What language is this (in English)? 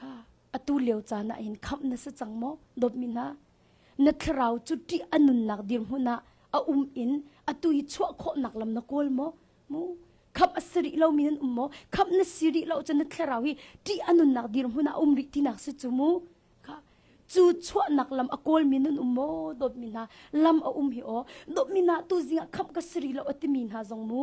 Hakha Chin